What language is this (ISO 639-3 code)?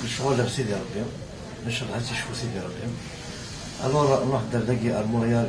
kab